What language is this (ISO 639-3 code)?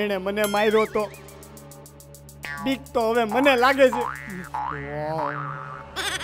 guj